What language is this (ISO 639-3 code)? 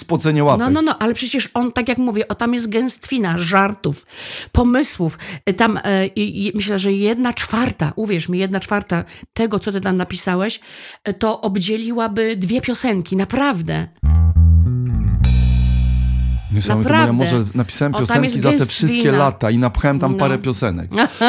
pol